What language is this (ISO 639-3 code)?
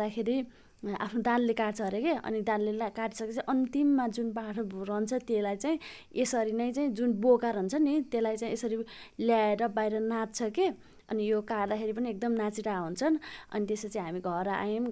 nep